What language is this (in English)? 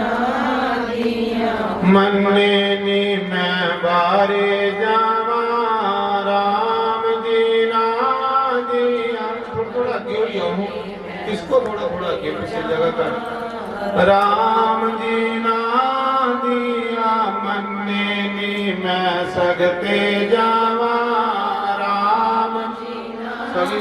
Dogri